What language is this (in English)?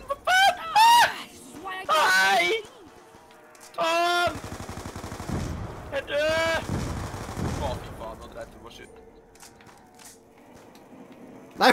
Norwegian